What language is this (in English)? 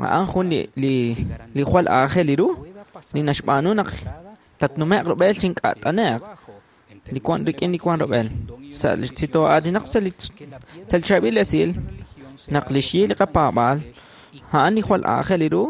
Kekchí